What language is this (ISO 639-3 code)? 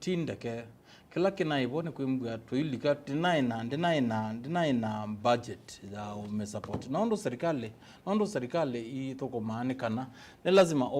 kam